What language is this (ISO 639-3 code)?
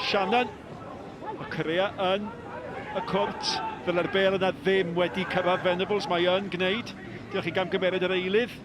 cym